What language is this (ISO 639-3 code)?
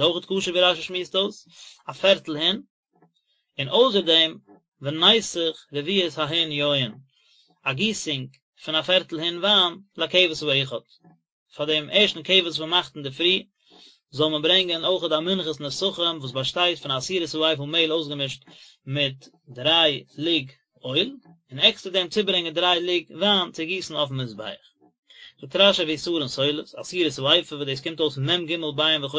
yid